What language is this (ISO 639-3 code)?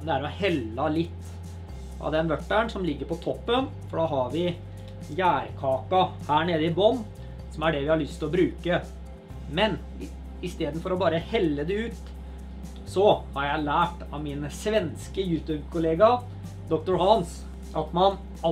nor